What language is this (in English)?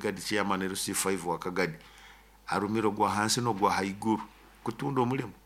Nyoro